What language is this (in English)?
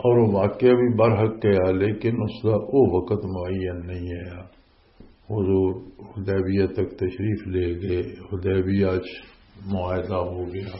Western Panjabi